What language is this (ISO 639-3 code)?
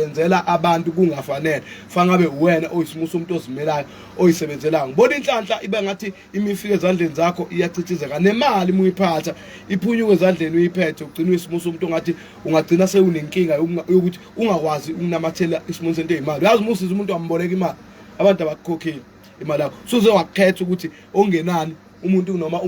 zul